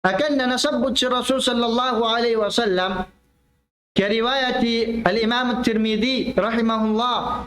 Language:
Tausug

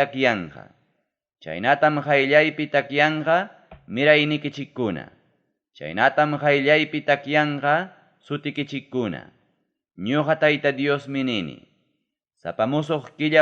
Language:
Ayacucho Quechua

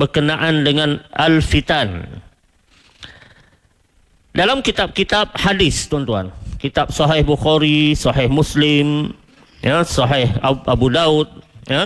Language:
Malay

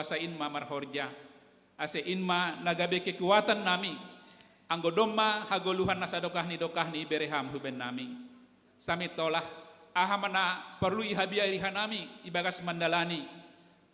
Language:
Batak Simalungun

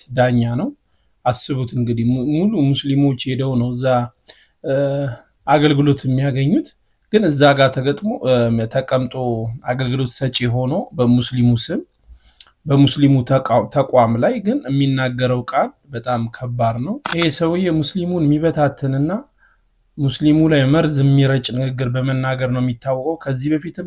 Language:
Amharic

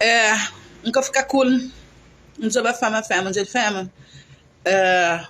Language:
Kabuverdianu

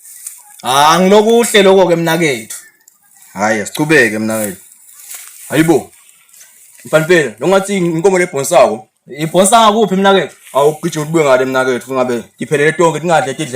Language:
Swati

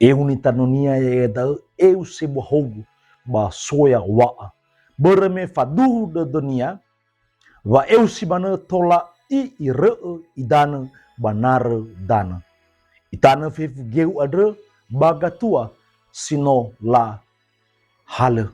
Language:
Nias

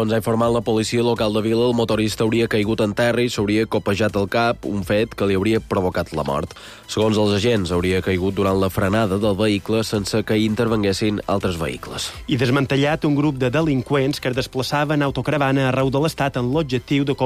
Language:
Catalan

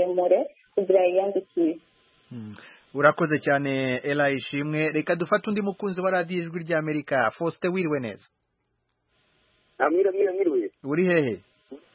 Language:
Kinyarwanda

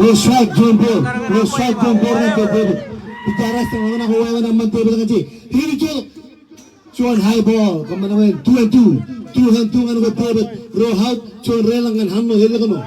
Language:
Marshallese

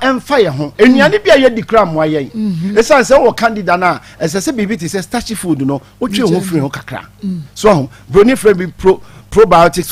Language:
Akan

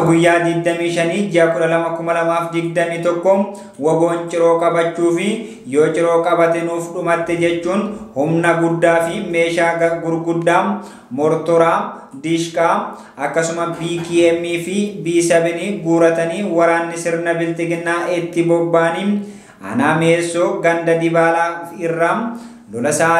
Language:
Oromo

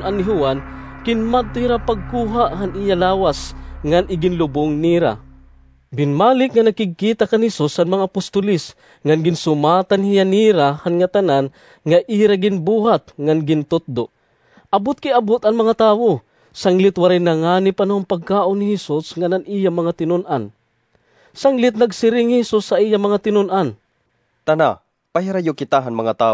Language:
Waray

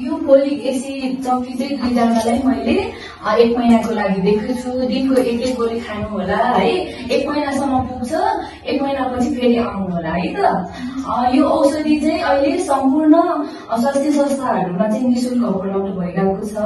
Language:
Nepali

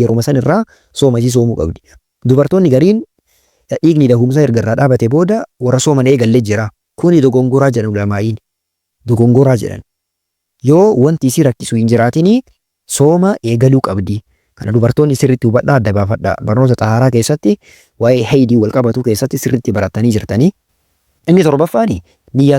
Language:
Oromo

